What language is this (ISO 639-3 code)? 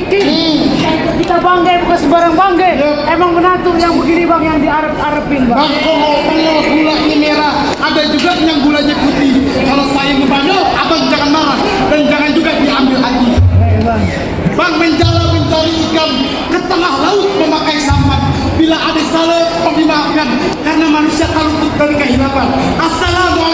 bew